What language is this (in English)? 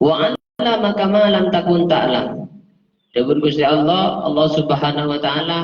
Madurese